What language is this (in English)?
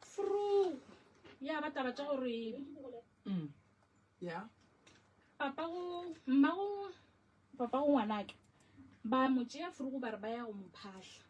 Northern Sotho